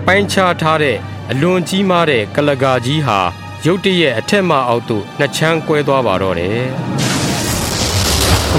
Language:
Burmese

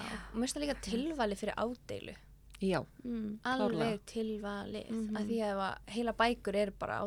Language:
Icelandic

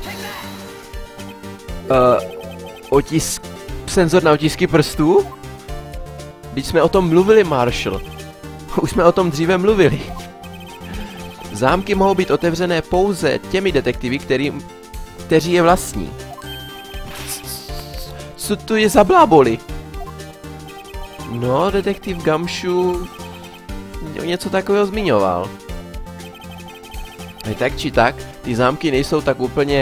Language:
Czech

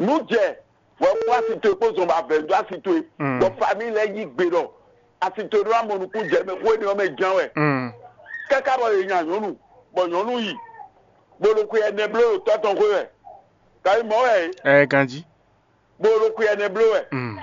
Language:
Fon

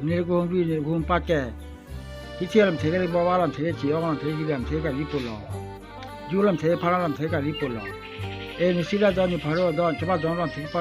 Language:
Karbi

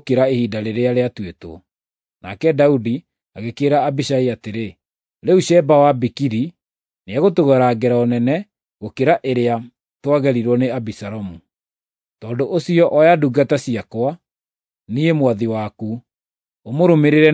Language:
Kikuyu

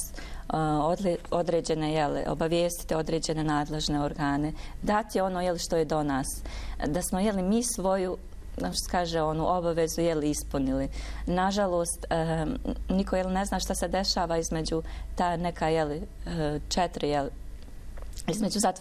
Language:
Bosnian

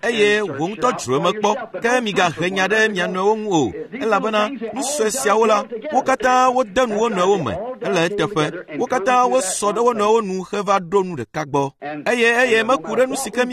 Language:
Ewe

